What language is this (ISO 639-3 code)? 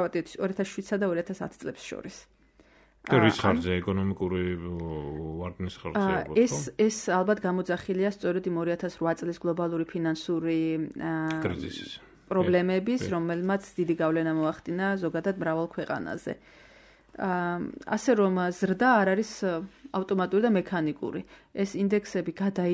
kat